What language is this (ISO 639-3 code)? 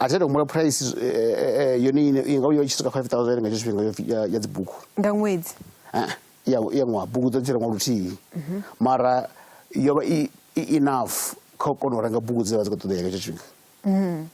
ven